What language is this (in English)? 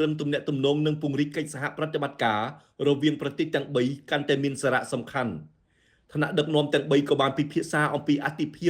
Khmer